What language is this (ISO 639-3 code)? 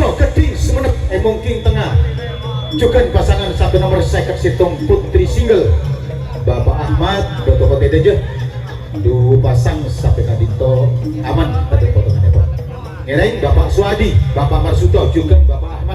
mad